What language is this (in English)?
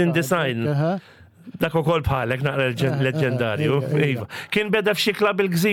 Maltese